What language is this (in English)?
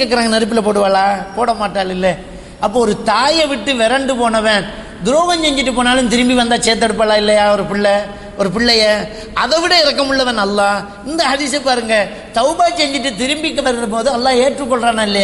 Tamil